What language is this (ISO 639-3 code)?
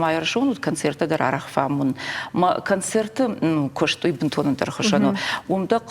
oss